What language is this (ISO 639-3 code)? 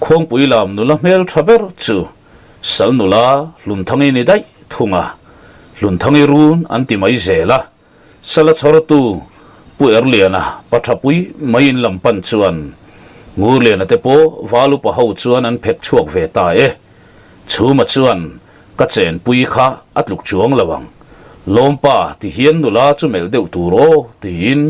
lus